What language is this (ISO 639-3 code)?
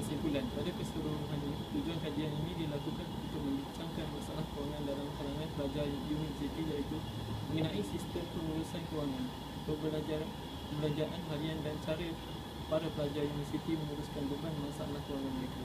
msa